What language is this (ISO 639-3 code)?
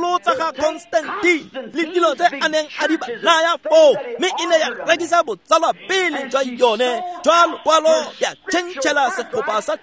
tsn